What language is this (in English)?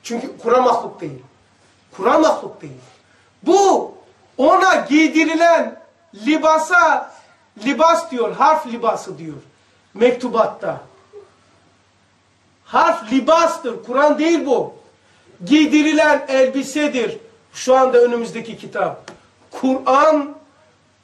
Turkish